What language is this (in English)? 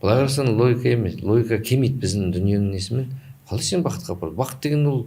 Kazakh